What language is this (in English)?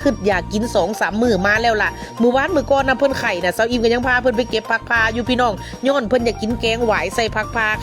Northeastern Thai